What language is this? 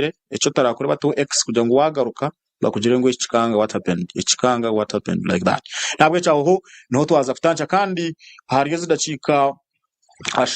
Nyankole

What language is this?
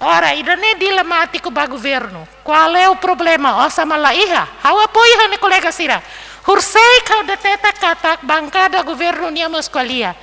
Tetum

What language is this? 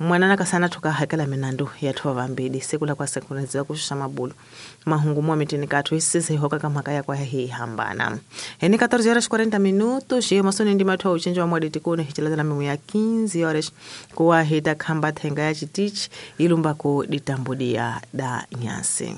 Tsonga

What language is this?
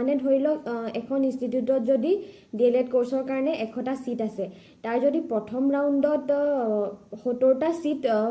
Assamese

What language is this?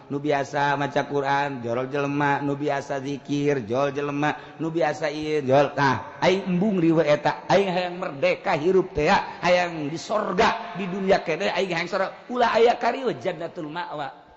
Sundanese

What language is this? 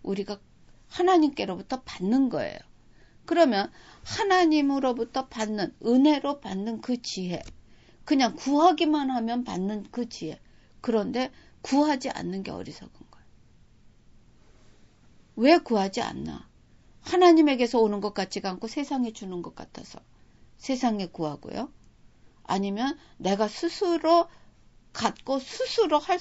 Korean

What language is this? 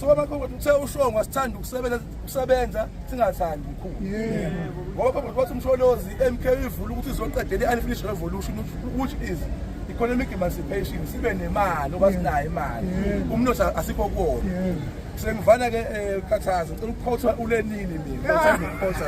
Zulu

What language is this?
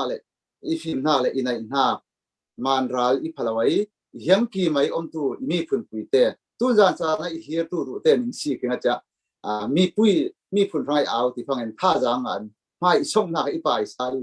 Falam Chin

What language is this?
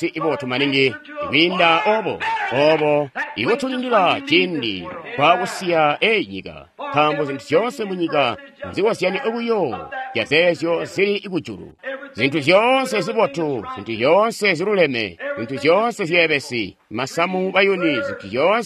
Tonga (Zambia)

